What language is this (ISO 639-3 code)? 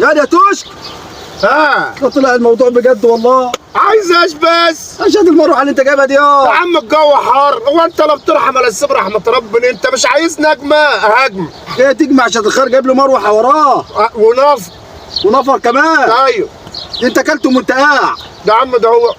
arz